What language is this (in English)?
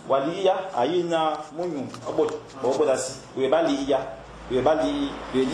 Fang